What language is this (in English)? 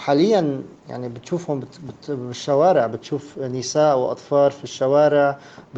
Sudanese Arabic